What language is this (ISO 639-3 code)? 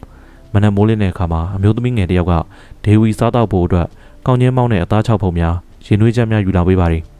mya